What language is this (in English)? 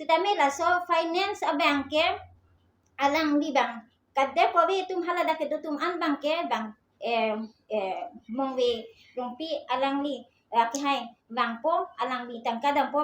Karbi